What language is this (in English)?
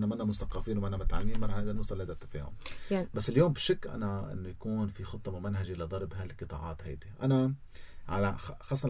North Levantine Arabic